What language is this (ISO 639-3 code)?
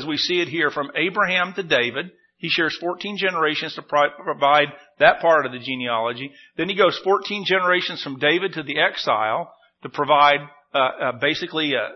eng